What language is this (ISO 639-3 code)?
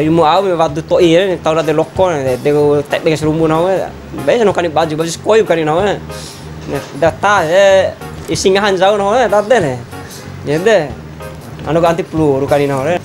bhp